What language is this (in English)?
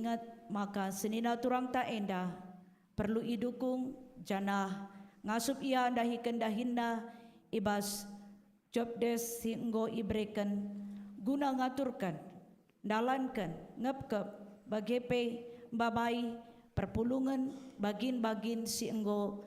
Batak Karo